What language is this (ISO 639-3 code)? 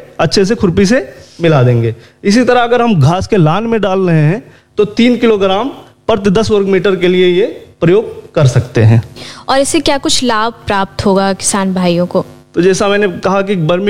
hin